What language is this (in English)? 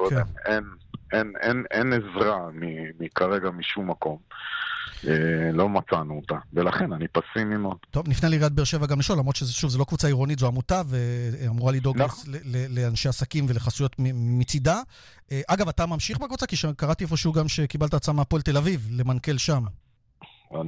Hebrew